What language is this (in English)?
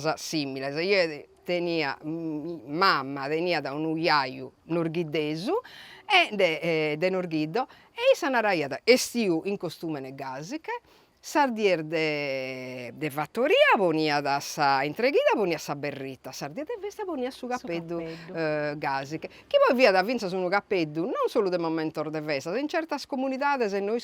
Sardinian